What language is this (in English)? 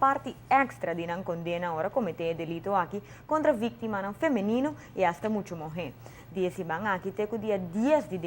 Papiamento